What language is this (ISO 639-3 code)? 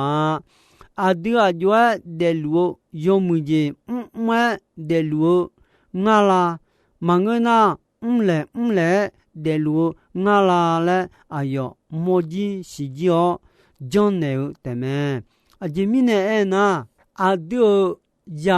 ahk